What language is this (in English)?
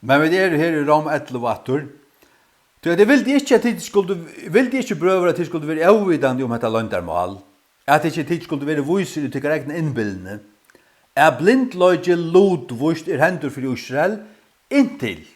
Faroese